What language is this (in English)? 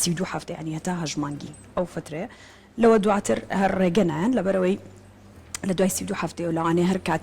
Central Kurdish